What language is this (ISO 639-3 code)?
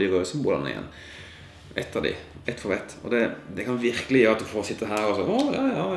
nor